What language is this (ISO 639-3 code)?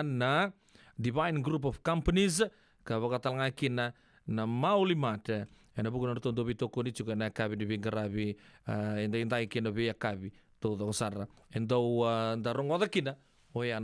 fij